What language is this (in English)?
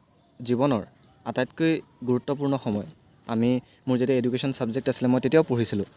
Assamese